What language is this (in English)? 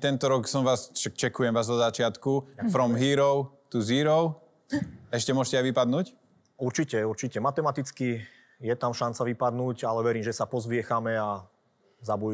Slovak